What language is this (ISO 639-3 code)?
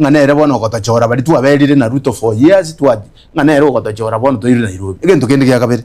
guz